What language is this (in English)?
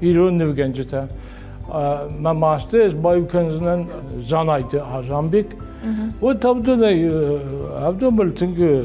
Ossetic